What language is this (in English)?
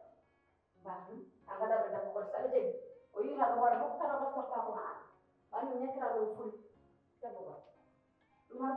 Fula